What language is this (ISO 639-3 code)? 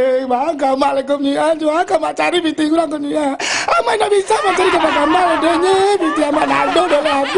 min